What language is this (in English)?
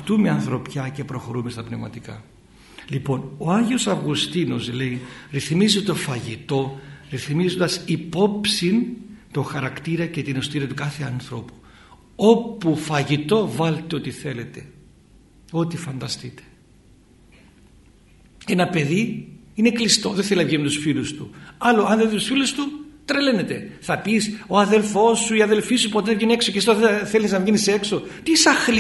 Greek